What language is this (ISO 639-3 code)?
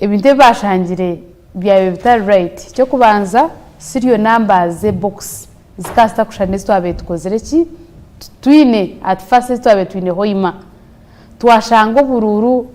nyn